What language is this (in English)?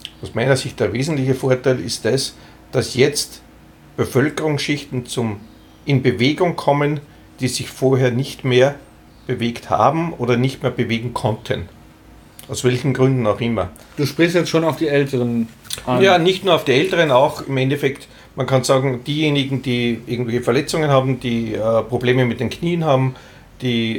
German